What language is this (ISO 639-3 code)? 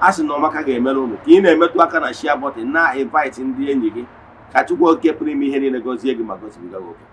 ibo